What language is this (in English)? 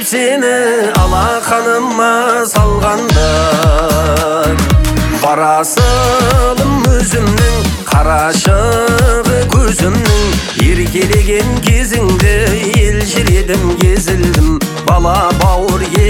Kazakh